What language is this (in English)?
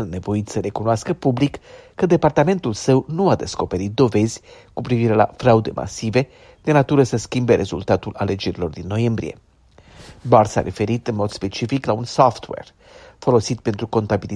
Romanian